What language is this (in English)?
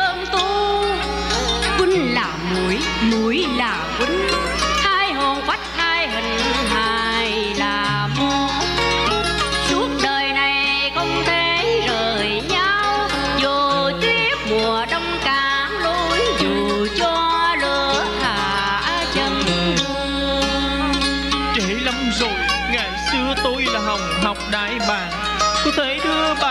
Vietnamese